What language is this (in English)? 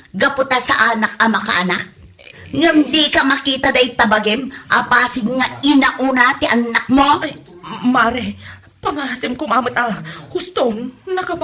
Iloko